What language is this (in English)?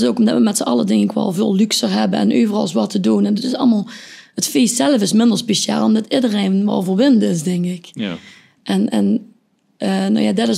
Limburgish